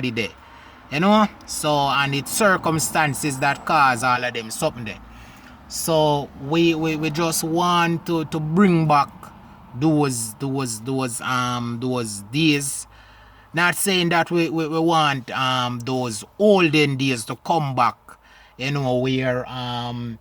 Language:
Jamaican Creole English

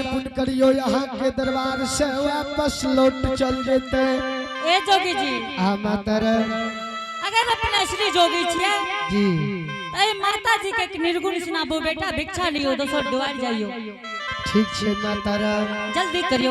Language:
Angika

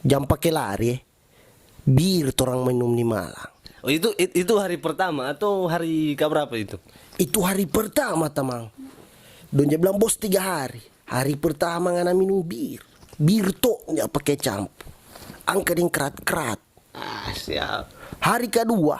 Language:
Manado Malay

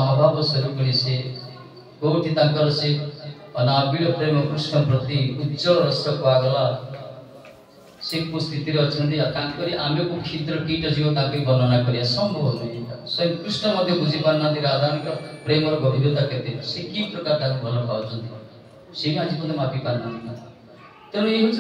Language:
Odia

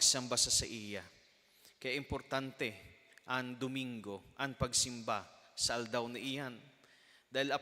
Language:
Bikol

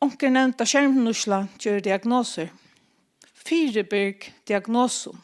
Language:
Faroese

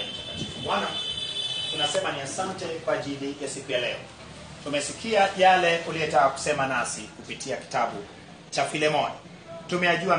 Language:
Swahili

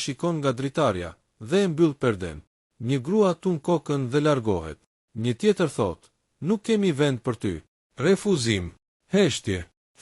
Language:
Albanian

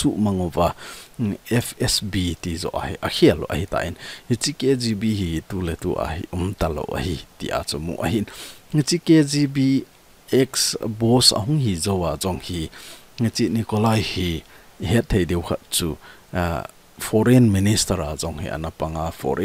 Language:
Thado Chin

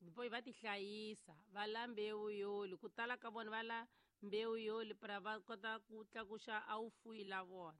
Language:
Tsonga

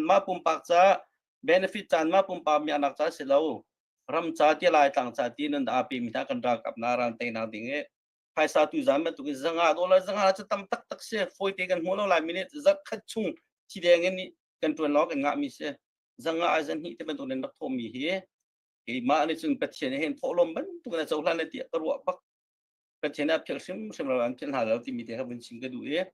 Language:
Hakha Chin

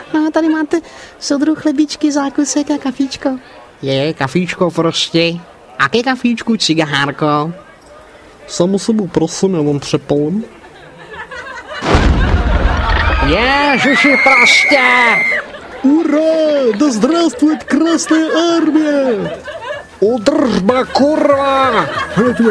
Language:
Czech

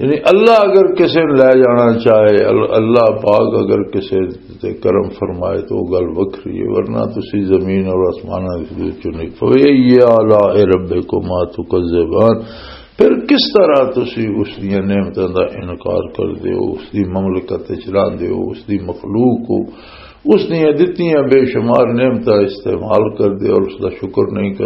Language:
Western Panjabi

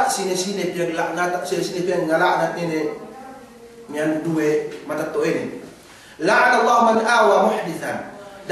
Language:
Yakan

